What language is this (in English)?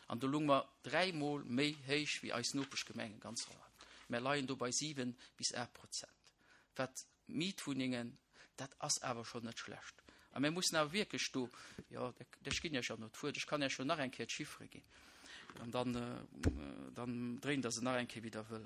Luxembourgish